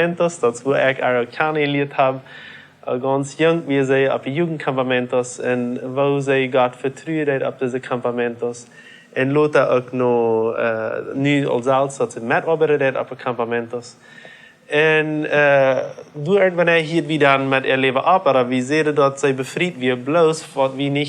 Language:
Plautdietsch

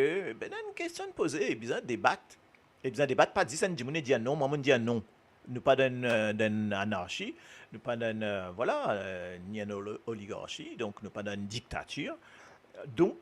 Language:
Morisyen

